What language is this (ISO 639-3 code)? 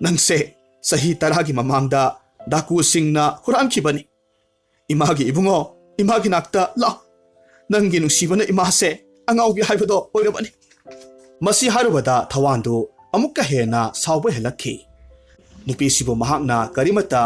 mni